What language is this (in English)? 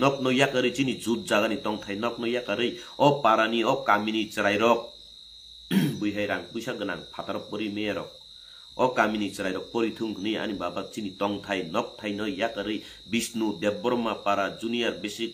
Kok Borok